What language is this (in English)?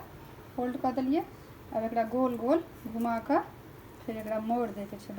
Maithili